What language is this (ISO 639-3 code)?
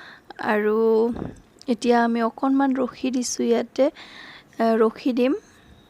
asm